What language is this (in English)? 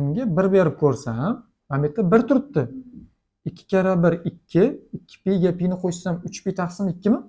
Uzbek